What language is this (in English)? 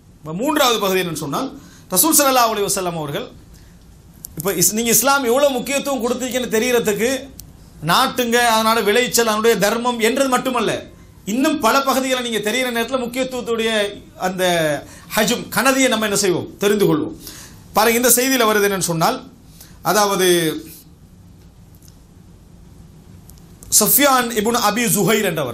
Tamil